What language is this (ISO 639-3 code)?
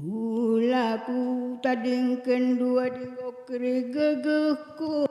btx